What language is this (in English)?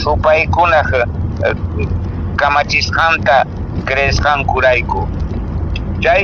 Quechua